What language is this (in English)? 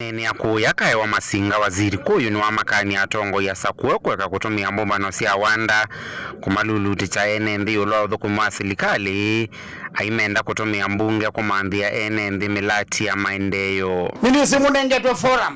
Kamba